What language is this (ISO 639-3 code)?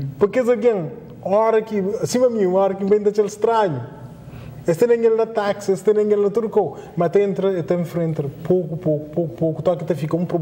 kea